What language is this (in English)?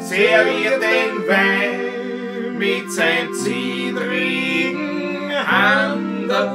Bavarian